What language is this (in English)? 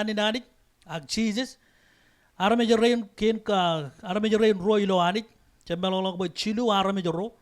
Marshallese